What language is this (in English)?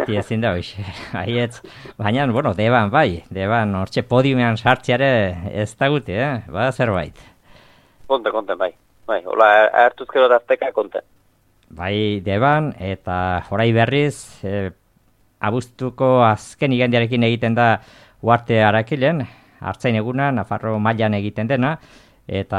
Basque